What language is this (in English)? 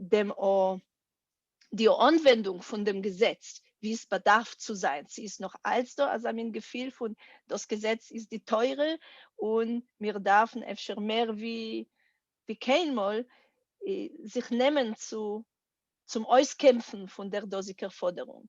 Yiddish